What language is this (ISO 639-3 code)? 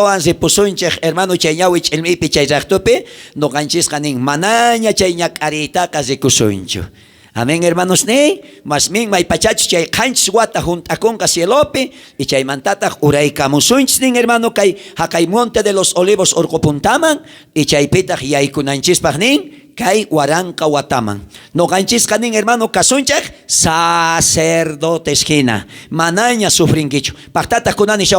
quh